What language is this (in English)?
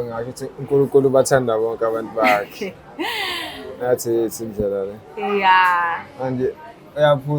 Zulu